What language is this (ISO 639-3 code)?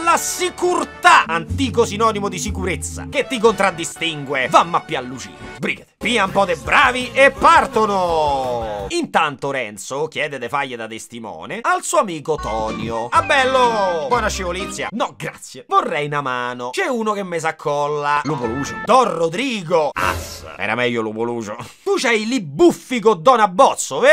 ita